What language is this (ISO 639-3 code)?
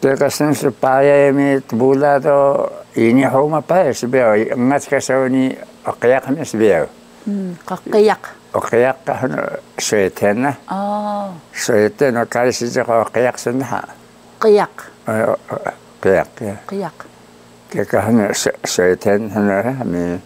trv